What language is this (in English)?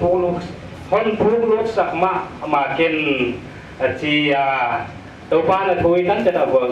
Paite Chin